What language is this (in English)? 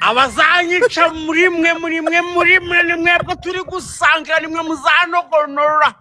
Kinyarwanda